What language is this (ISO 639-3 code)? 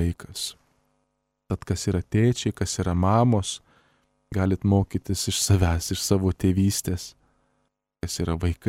lit